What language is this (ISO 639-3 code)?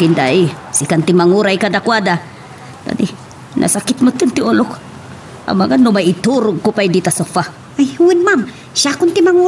ilo